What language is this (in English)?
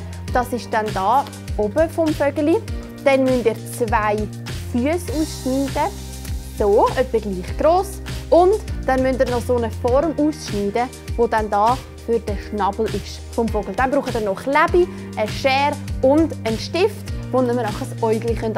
Swiss German